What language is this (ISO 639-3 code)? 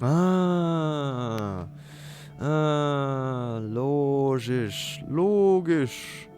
gsw